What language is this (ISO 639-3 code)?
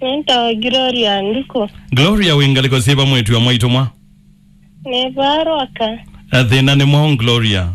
kam